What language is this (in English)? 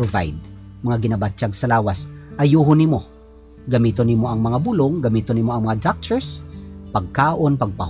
Hiligaynon